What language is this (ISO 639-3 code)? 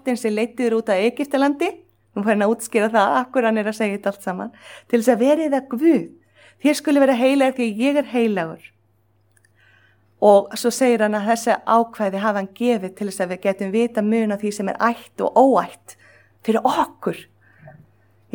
isl